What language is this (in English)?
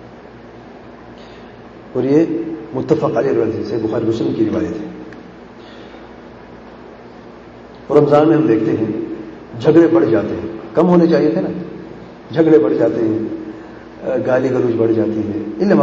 Urdu